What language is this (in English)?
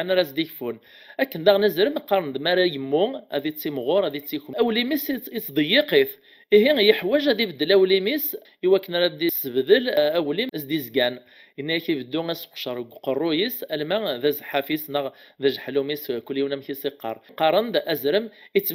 Kabyle